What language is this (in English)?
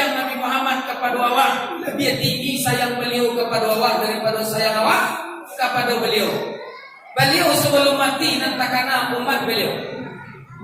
Minangkabau